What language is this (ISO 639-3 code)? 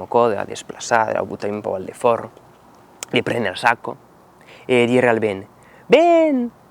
oci